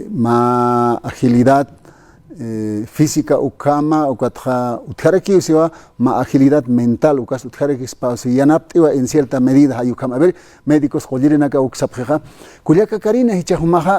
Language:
Aymara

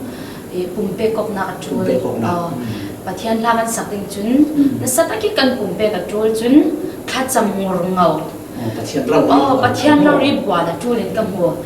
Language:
Falam Chin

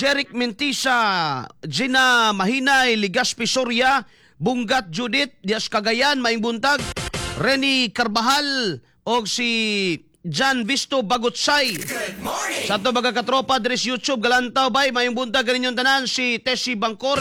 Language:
Cebuano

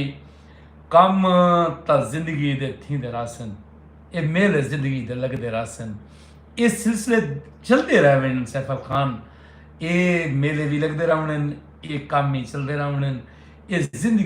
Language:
Saraiki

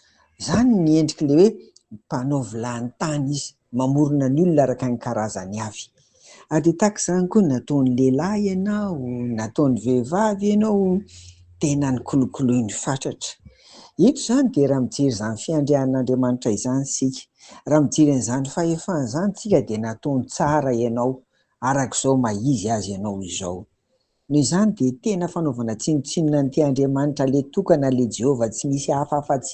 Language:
Malagasy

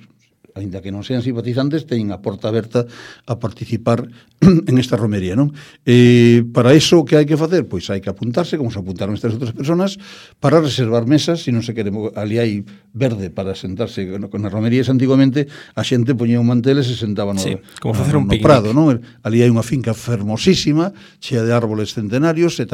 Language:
Galician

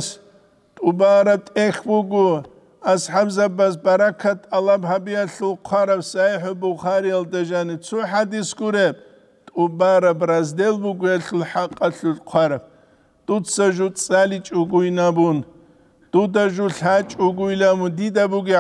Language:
Avaric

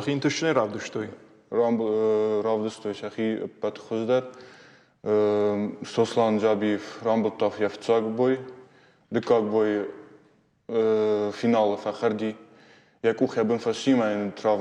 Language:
Ossetic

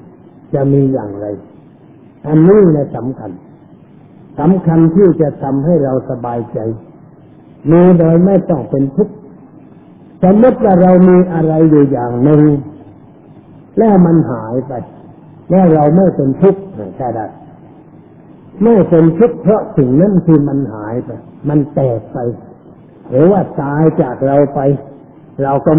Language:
Thai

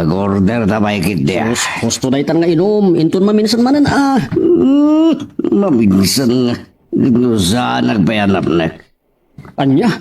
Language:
Iloko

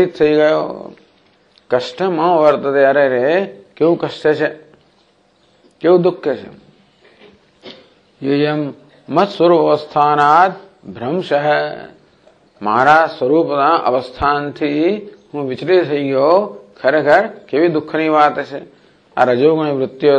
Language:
Gujarati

